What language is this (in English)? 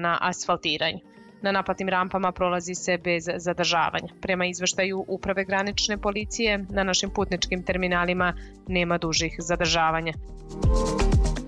Serbian